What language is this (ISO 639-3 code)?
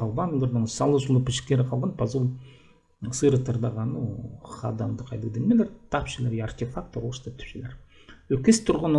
kjh